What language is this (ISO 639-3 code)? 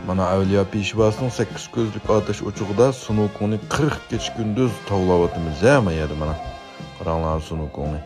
uig